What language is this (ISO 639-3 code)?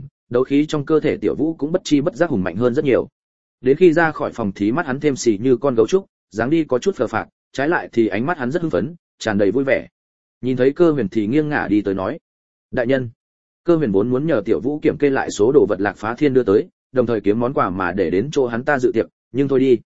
vie